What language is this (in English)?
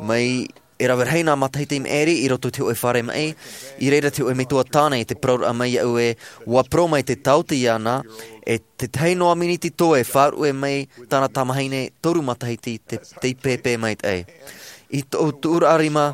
Tahitian